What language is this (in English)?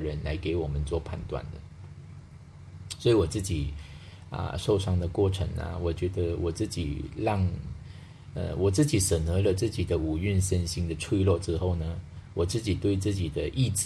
Chinese